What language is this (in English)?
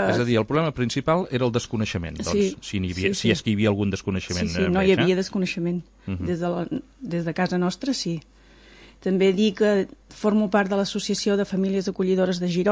Catalan